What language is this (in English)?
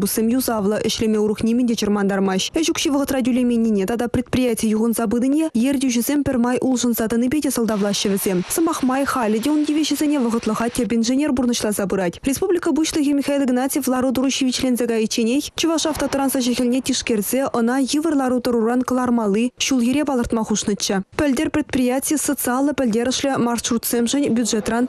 Chuvash